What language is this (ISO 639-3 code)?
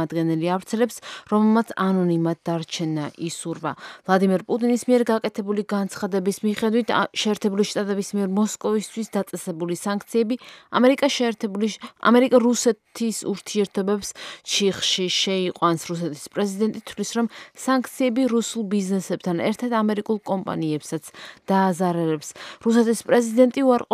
kat